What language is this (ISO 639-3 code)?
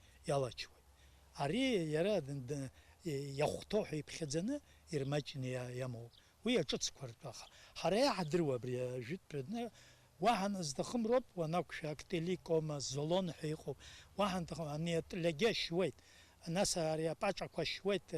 abk